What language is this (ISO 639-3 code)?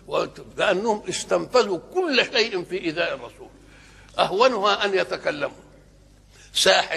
arz